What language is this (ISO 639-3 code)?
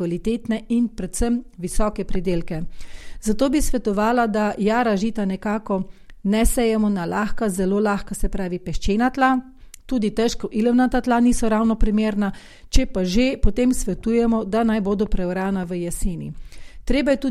slv